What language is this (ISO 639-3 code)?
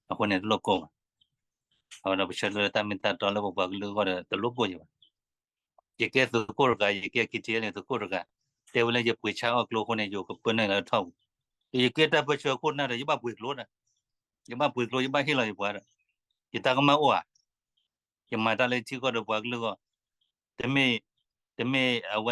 ksw